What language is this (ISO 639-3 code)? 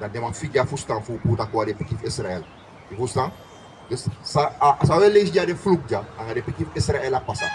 srn